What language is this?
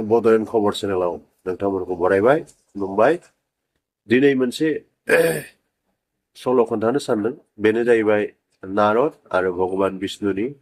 Bodo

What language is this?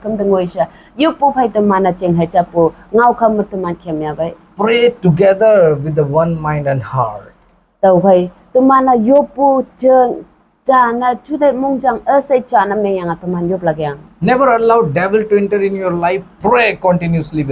Konyak Naga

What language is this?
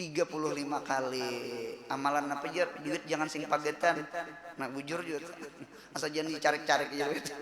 Banjar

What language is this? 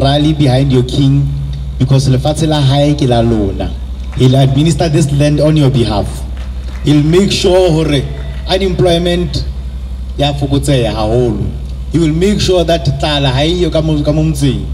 Southern Sotho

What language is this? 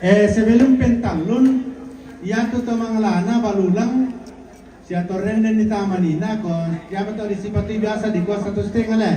Toraja-Sa'dan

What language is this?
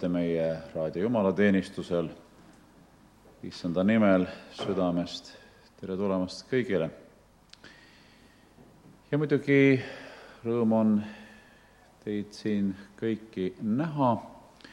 Estonian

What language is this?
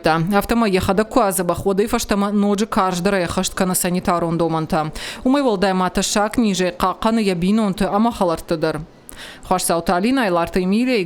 Ossetic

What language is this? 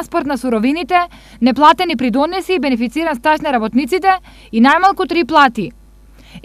Macedonian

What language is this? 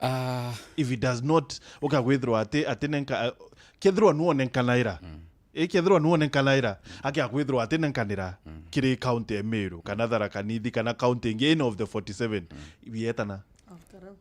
Meru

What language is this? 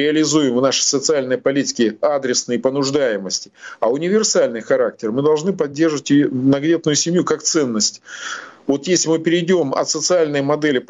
Russian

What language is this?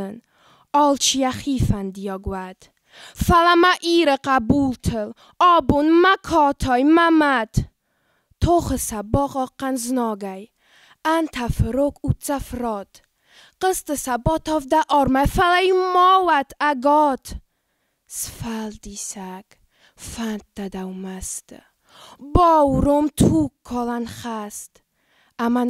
Ossetic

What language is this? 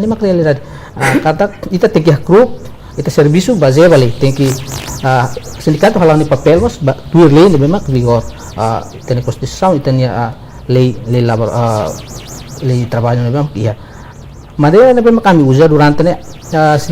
Tetum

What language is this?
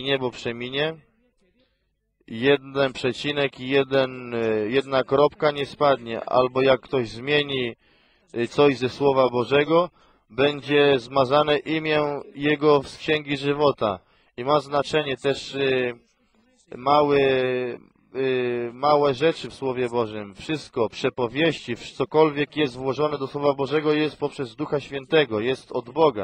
Polish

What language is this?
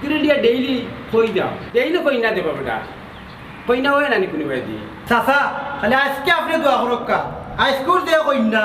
Sylheti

